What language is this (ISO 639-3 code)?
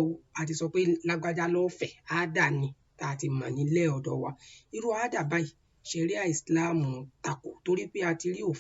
yor